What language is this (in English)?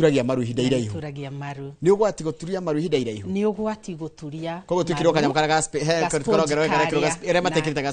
Kikuyu